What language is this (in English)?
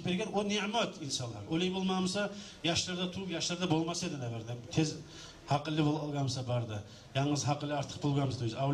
Kumyk